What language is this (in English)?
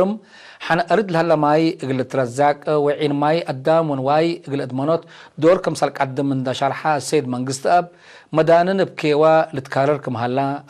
Tigre